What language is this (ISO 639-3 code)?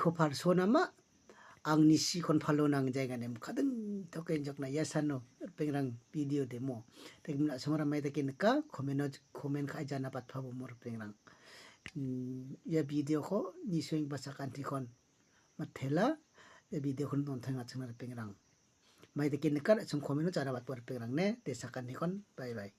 grt